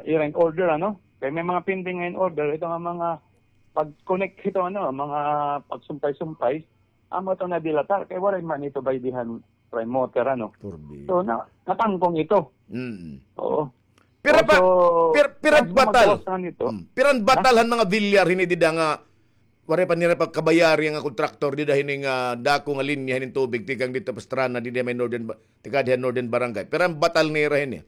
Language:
Waray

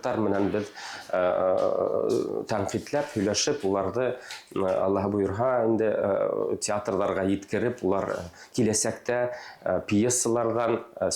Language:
Tatar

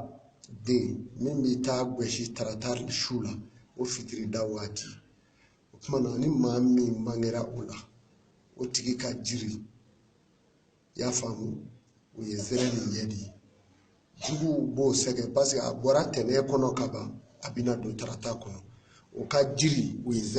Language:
Bambara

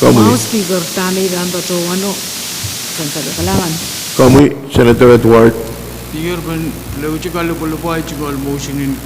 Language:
Pohnpeian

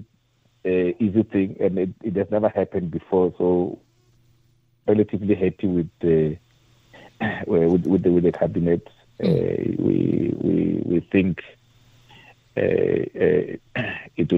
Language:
English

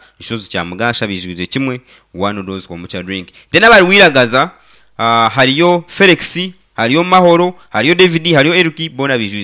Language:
Nyankole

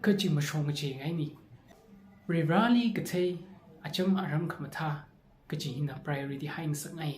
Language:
Tangkhul Naga (India)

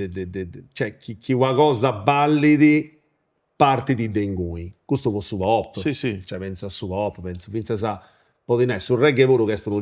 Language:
Sardinian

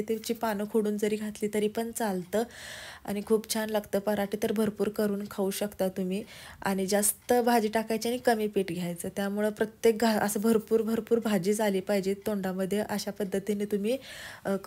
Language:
Marathi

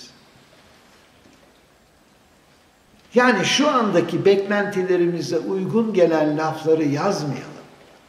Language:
Turkish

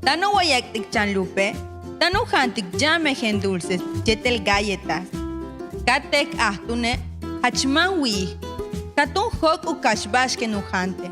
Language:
Yucateco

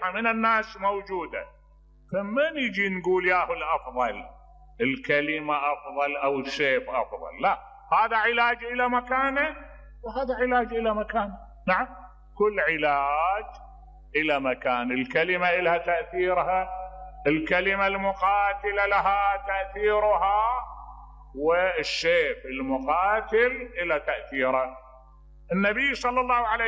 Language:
Mesopotamian Arabic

